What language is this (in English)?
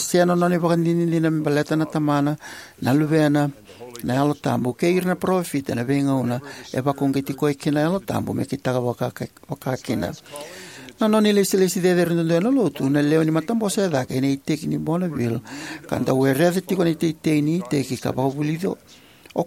Fijian